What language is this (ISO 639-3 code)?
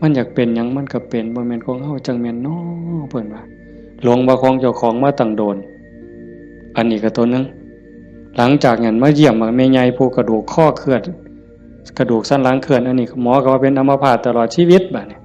lao